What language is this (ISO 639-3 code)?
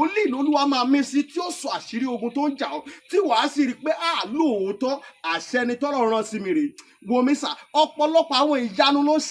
yor